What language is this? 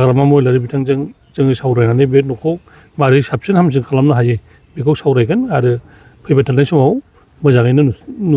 Bodo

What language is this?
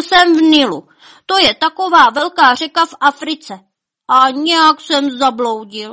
Czech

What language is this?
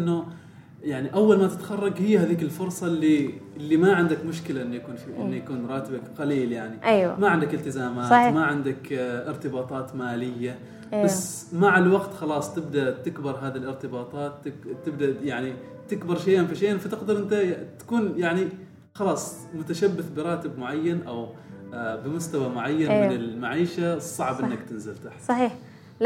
Gulf Arabic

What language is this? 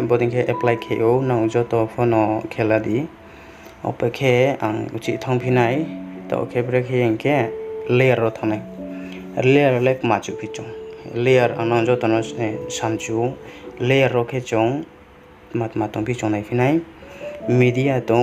Riang (India)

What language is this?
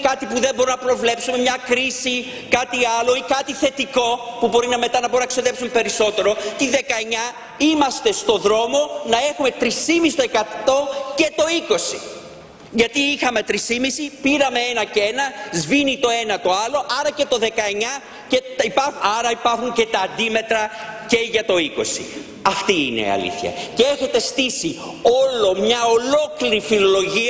Greek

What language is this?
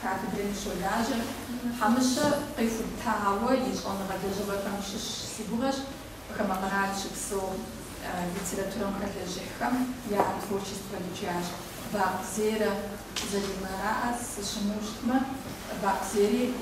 Kabardian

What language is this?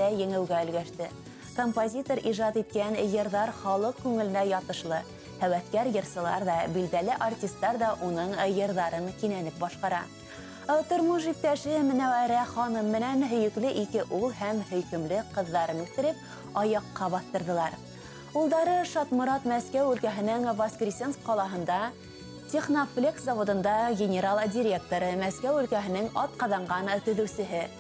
Bashkir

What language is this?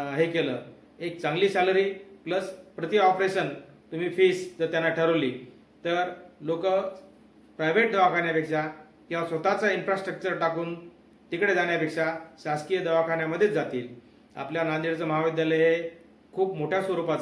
Marathi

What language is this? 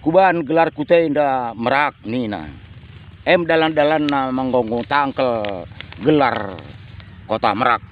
Batak Karo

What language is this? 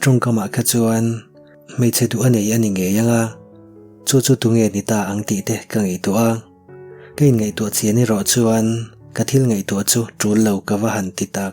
Mizo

